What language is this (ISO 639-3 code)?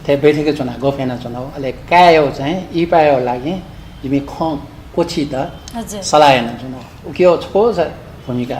new